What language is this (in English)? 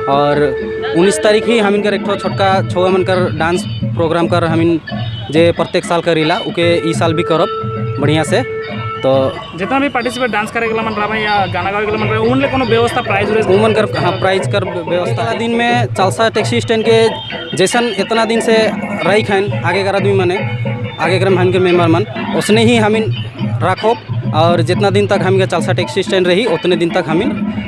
Sadri